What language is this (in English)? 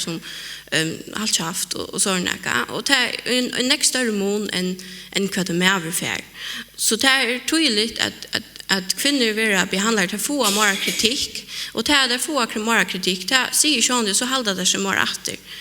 Faroese